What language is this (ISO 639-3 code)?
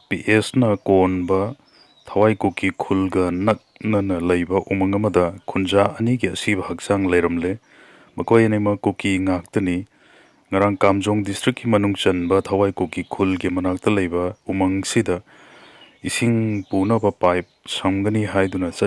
mni